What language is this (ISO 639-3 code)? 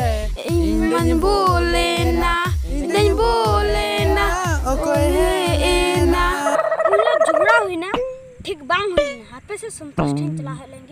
sat